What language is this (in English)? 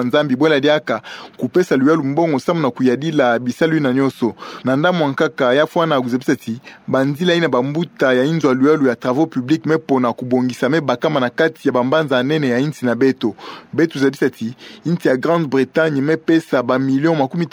Kituba (Democratic Republic of Congo)